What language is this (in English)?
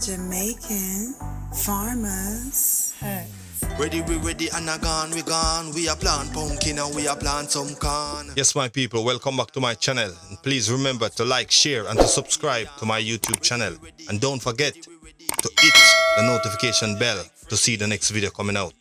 Jamaican Creole English